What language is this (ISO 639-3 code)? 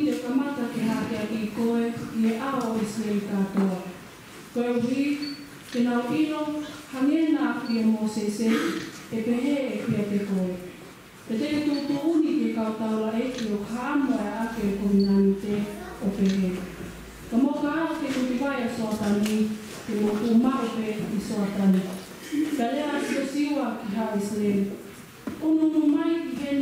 ton